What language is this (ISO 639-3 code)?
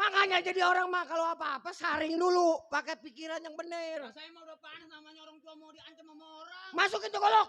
bew